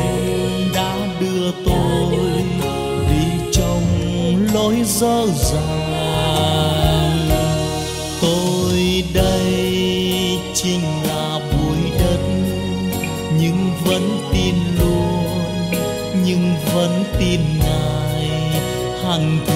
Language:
Vietnamese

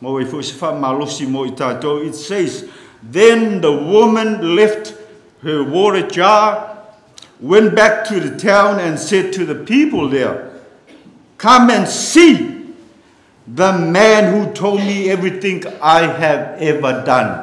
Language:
Samoan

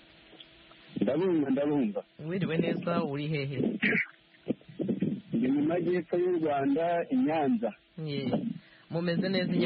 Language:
Kinyarwanda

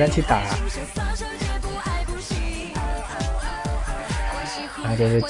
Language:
Chinese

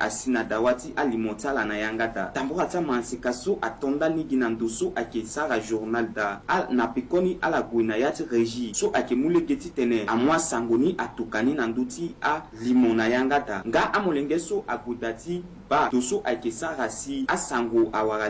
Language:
Sango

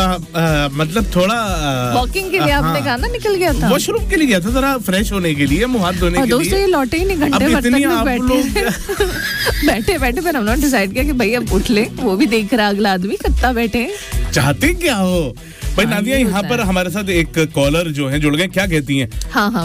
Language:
Hindi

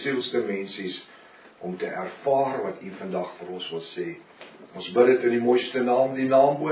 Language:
Afrikaans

